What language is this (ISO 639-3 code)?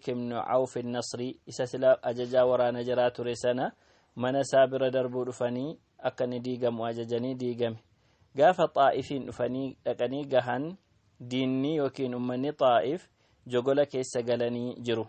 orm